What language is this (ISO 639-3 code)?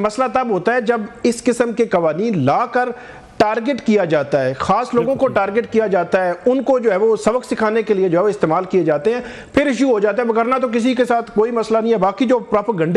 urd